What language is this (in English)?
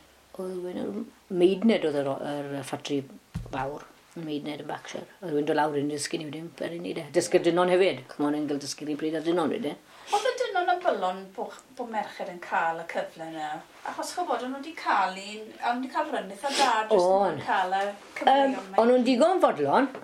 Welsh